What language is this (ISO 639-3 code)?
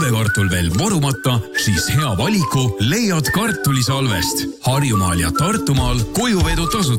est